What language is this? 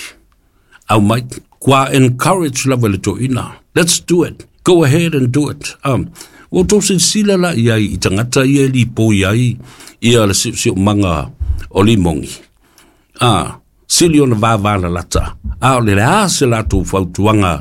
Samoan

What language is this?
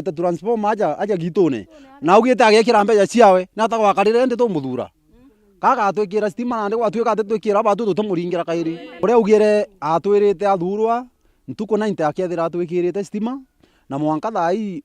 Meru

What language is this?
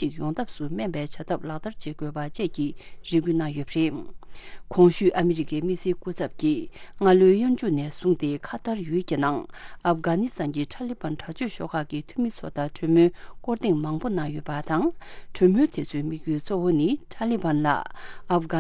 Tibetan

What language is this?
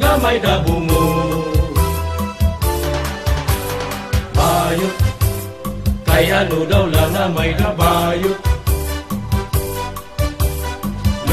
Waray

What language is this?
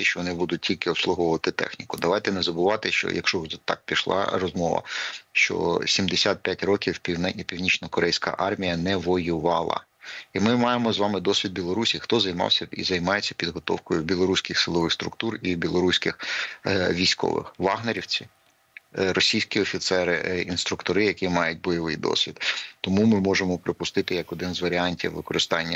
Ukrainian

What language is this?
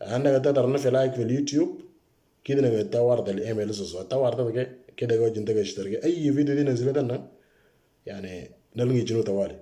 Moro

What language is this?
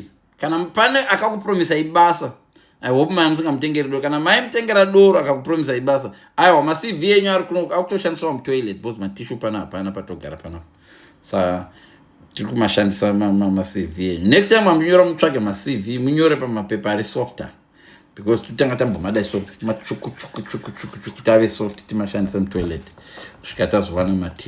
Shona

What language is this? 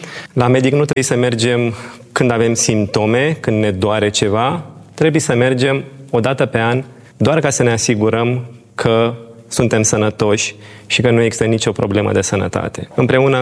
Romanian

